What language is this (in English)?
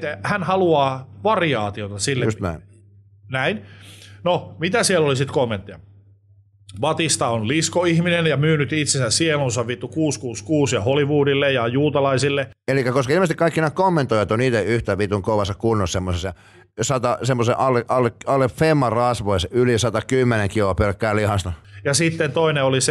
Finnish